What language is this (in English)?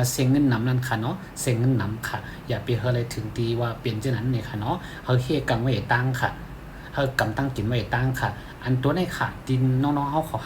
Shan